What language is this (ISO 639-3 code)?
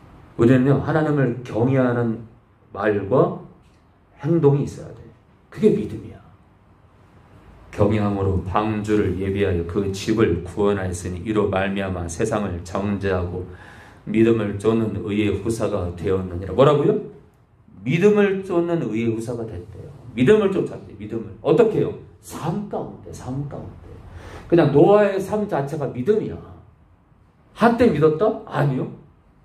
kor